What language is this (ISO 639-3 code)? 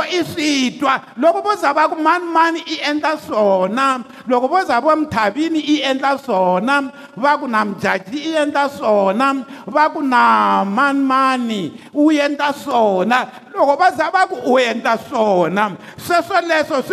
tso